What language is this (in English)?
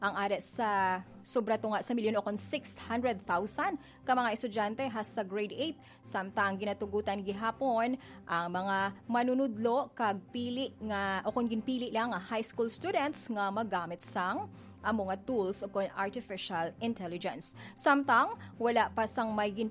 Hiligaynon